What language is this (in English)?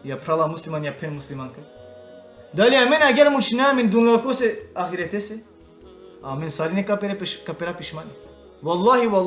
Balkan Romani